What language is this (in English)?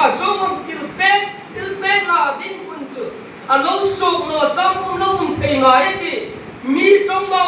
Hmar